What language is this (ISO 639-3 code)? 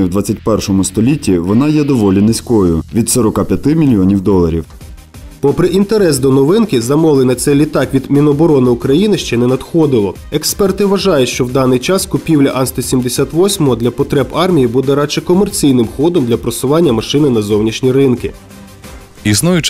ukr